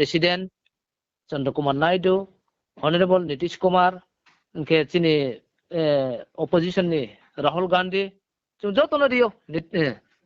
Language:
Riang (India)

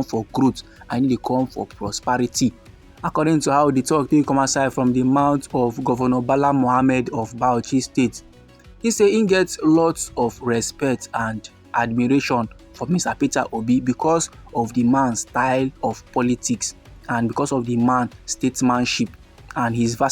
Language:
Nigerian Pidgin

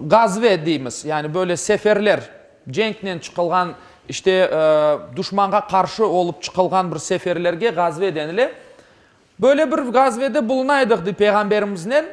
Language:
Crimean Tatar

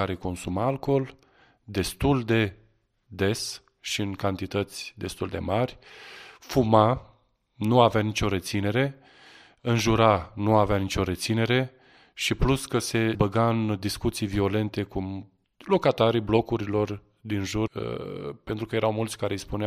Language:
Romanian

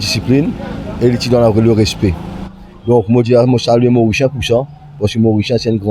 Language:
Morisyen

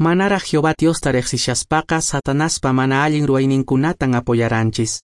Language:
Quechua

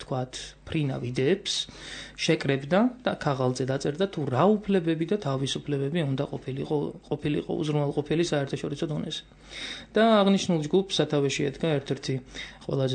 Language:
Georgian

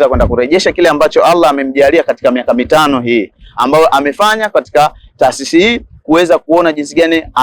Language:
Swahili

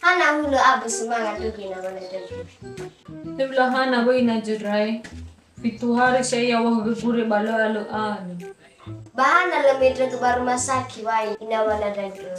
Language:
Nias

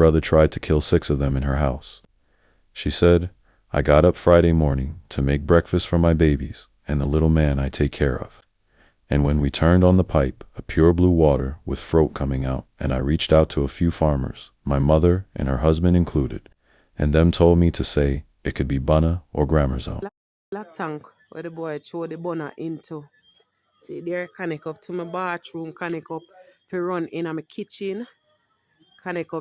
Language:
Jamaican Creole English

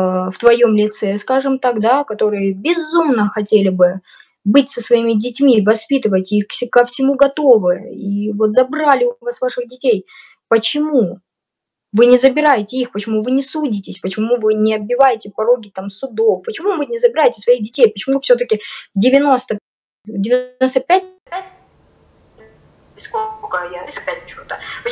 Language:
Russian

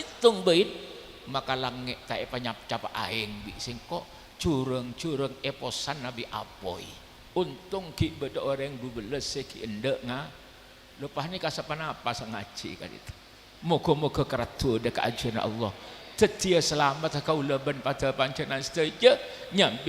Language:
Madurese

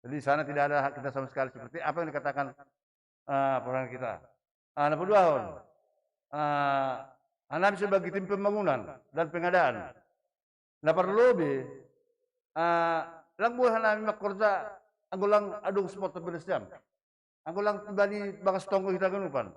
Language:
Batak Simalungun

